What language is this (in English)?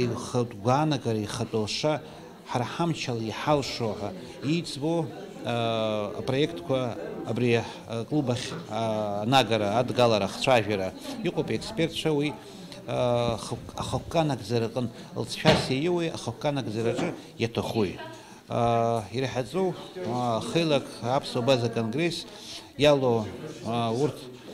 Abkhazian